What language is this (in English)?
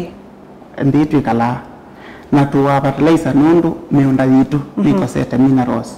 Kamba